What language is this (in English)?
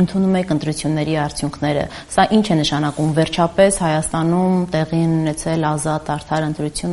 Armenian